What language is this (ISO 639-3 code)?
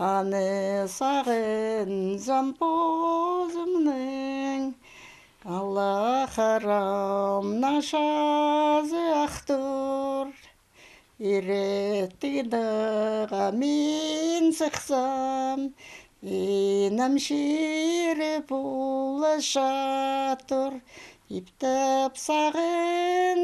kjh